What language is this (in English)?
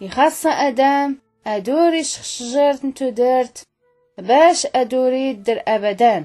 Tachelhit